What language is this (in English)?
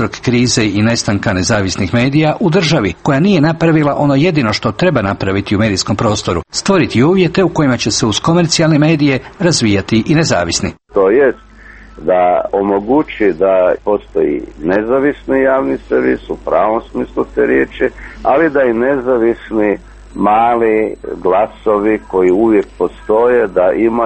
Croatian